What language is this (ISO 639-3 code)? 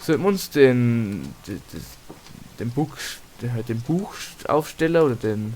bar